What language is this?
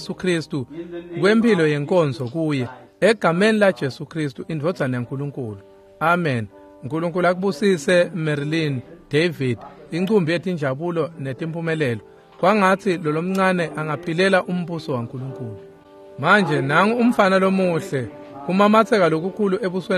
Swati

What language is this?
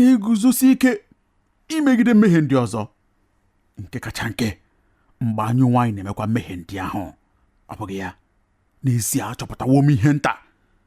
Igbo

